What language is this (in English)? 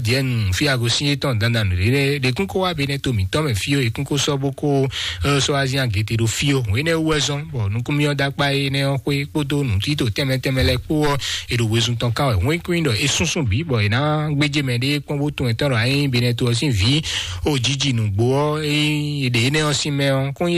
Fon